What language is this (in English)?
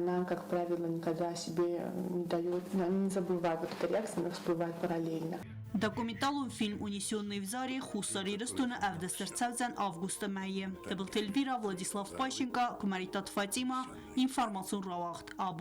Ossetic